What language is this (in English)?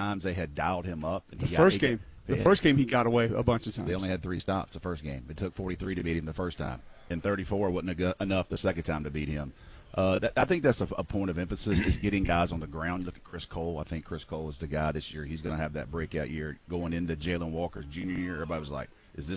English